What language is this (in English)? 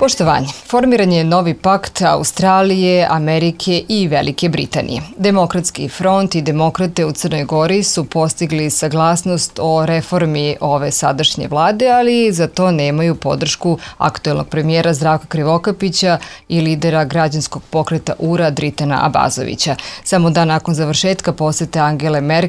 Serbian